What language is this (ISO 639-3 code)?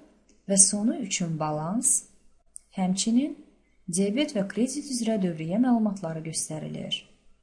aze